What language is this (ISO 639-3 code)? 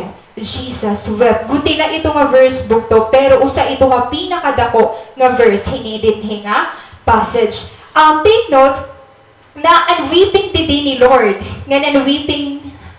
war